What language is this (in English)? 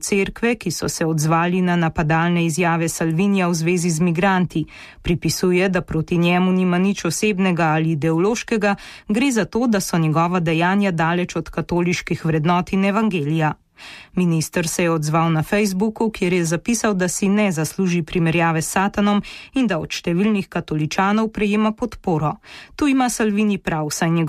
Slovenian